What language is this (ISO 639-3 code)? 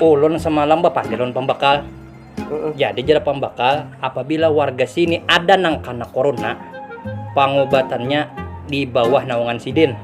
bjn